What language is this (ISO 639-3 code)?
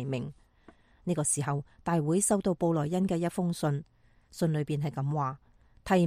yue